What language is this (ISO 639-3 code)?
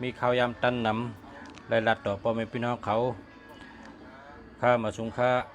shn